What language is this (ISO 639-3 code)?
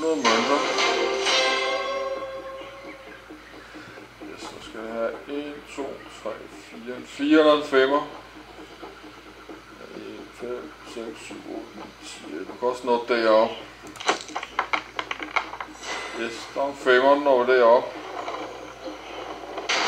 dan